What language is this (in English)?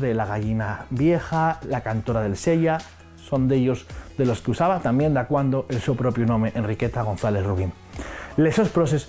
Asturian